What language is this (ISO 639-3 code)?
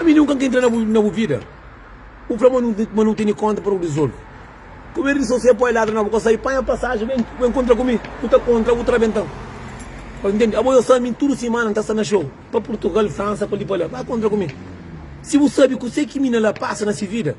kea